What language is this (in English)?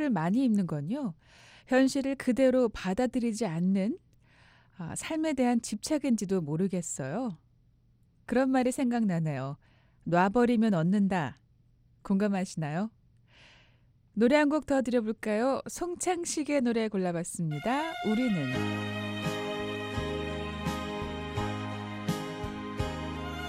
Korean